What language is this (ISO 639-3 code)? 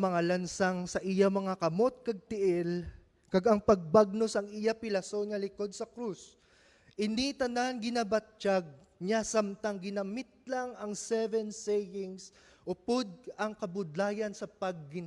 hil